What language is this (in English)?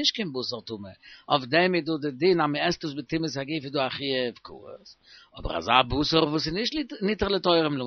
Yiddish